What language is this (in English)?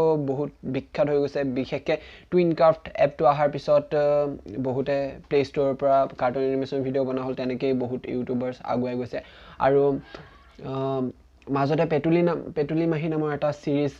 Assamese